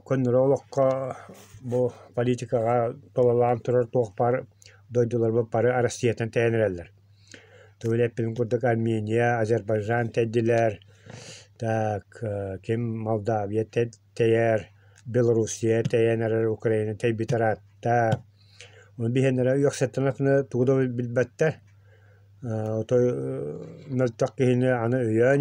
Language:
Yakut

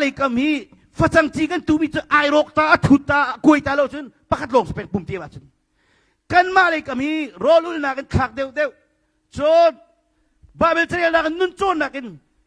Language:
Hakha Chin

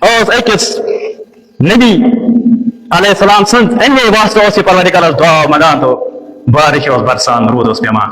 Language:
Kashmiri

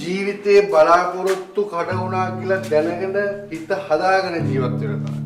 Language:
Sinhala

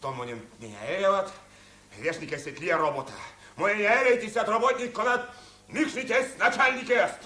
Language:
Erzya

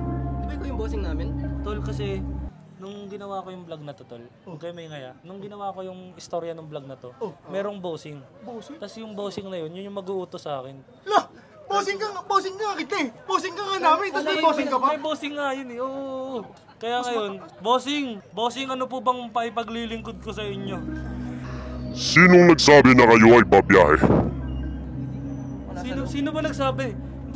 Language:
Filipino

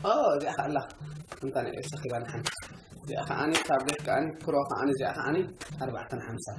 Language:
Tigrinya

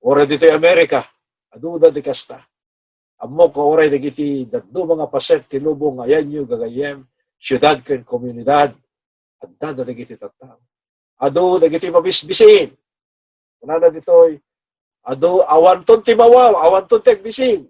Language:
Iloko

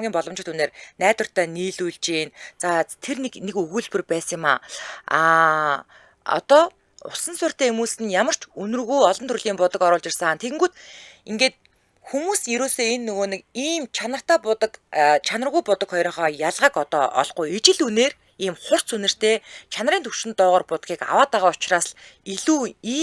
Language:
Mongolian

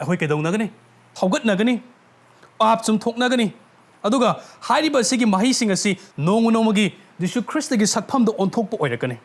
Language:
Manipuri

